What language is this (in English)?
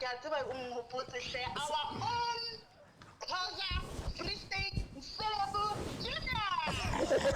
Southern Sotho